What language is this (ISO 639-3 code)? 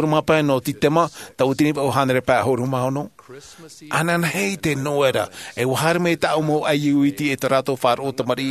tah